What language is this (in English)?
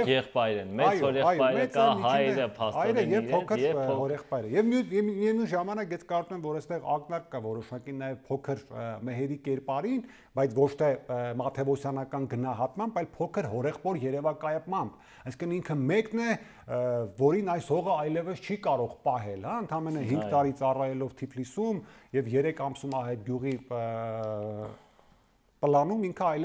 Armenian